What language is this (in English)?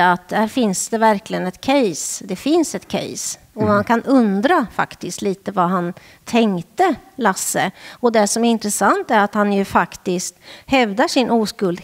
Swedish